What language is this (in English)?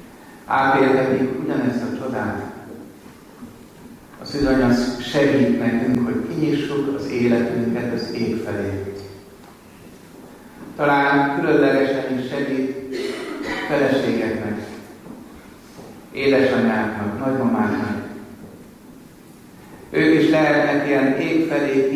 Hungarian